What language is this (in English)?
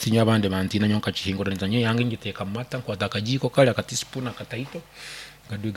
Nyankole